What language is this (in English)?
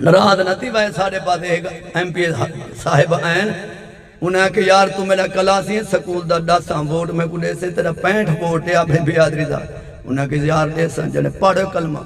Saraiki